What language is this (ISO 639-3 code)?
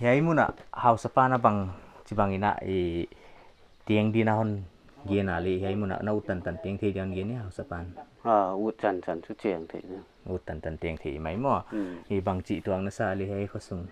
pck